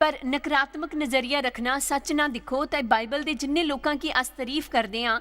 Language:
Dogri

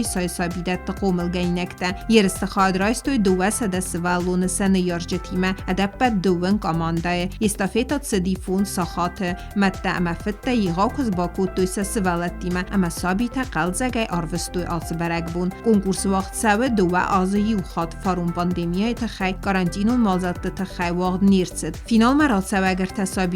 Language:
Ossetic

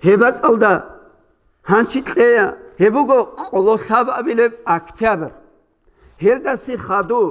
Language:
Avaric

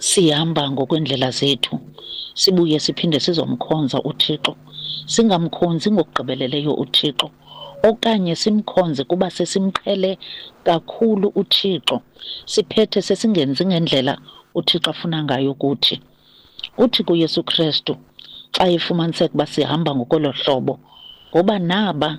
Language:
Xhosa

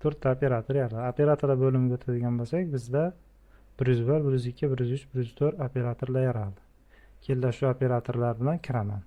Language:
Uzbek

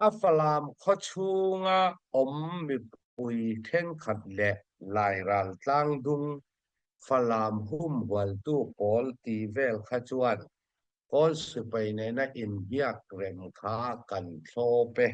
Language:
Hakha Chin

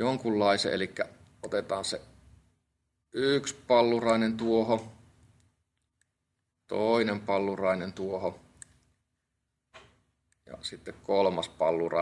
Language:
Finnish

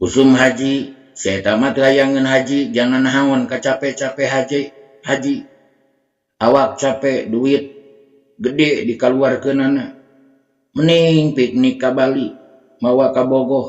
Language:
Sundanese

